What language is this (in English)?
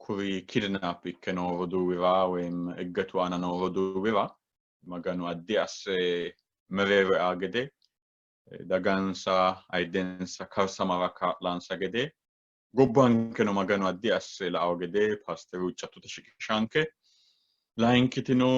Sidamo